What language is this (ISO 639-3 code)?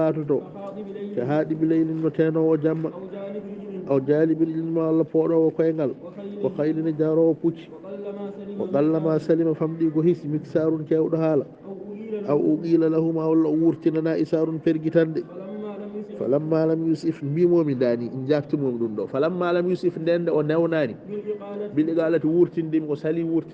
ful